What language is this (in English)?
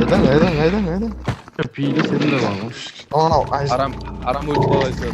Kara-Kalpak